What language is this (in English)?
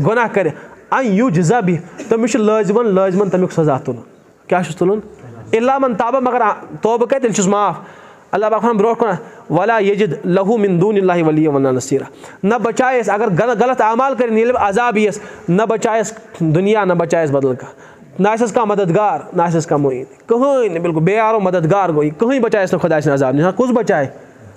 Kashmiri